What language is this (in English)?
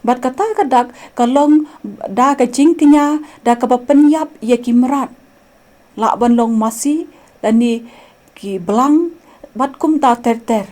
Khasi